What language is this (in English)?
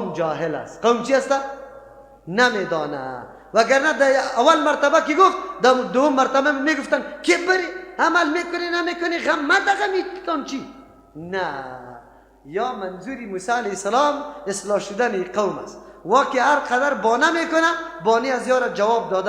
Persian